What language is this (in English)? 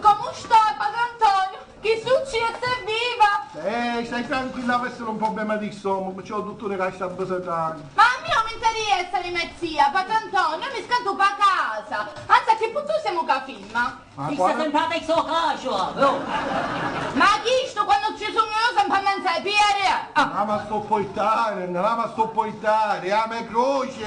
Sicilian